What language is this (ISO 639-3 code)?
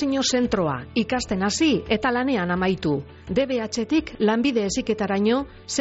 eus